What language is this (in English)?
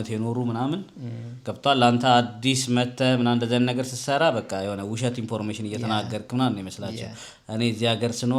Amharic